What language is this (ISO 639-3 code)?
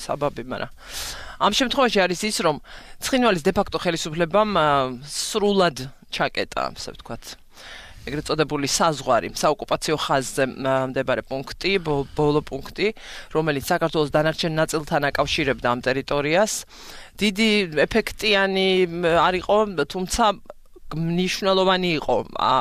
kat